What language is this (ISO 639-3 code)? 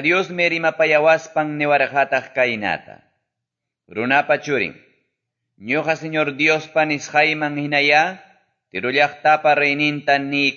que